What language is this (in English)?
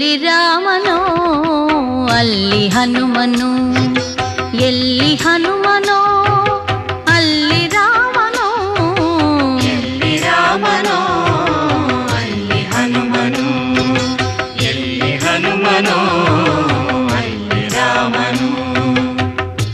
Kannada